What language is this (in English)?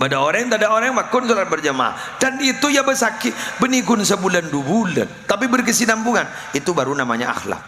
Madurese